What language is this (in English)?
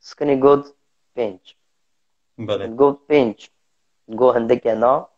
Kurdish